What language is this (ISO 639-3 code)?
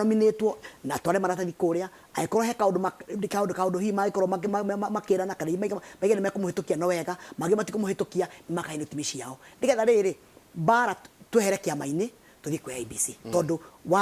kik